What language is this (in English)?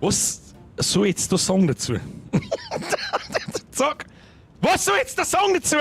Bavarian